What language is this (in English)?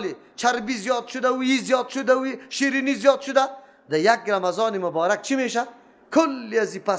Persian